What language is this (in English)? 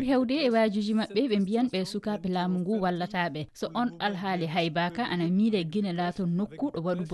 Fula